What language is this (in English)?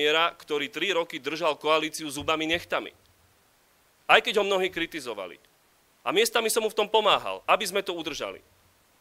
Slovak